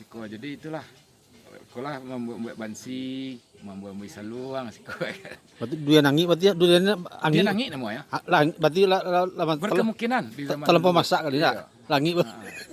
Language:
Minangkabau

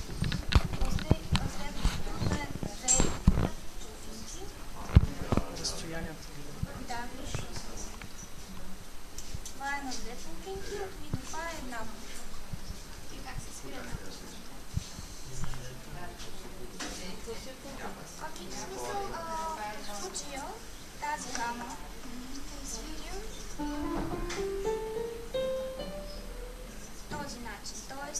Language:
Bulgarian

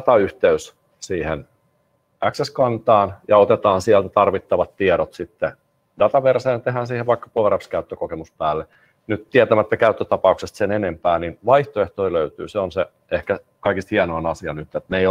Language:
Finnish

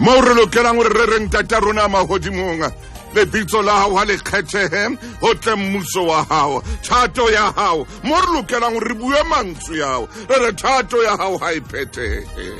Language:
Southern Sotho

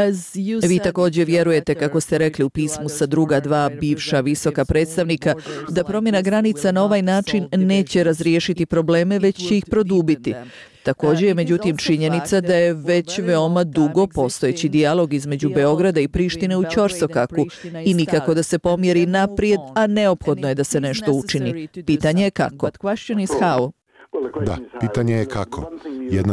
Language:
Bosnian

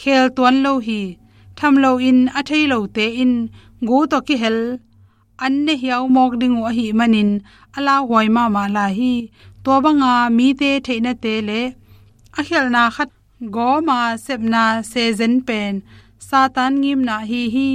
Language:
Tedim Chin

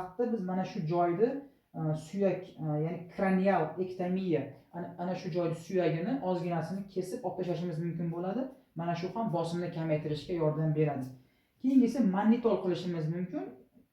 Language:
Uzbek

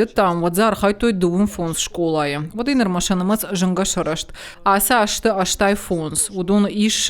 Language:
Ossetic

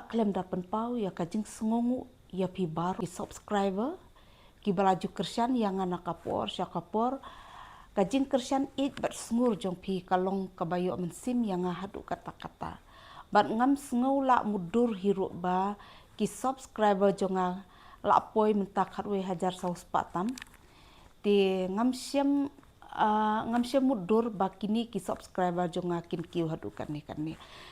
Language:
Khasi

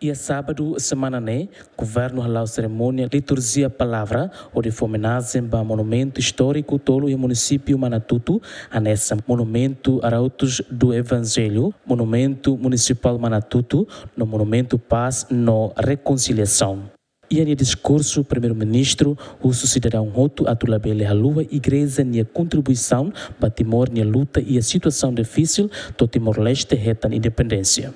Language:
Tetum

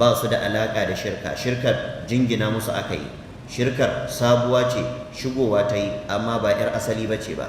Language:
Hausa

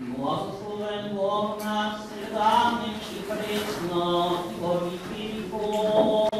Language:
Rusyn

